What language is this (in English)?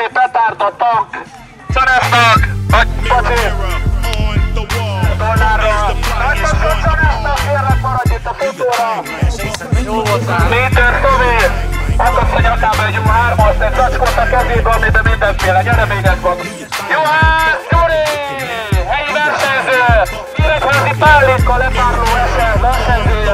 Hungarian